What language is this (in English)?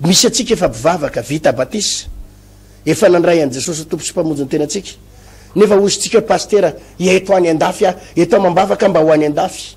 Malagasy